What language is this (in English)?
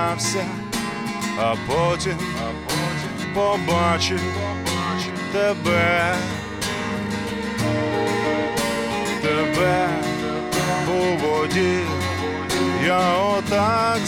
Ukrainian